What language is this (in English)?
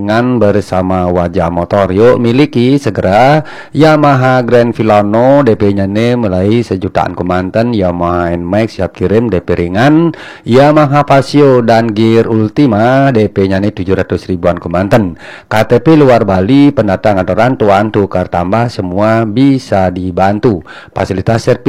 Indonesian